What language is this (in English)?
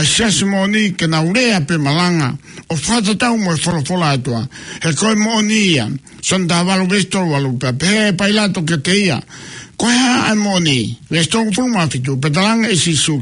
Tongan